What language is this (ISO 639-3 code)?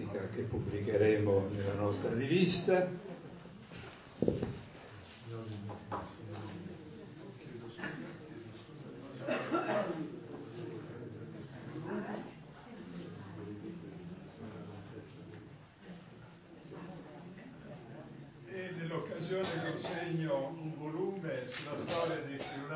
ita